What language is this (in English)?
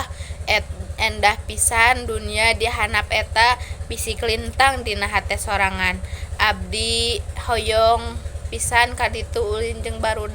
Sundanese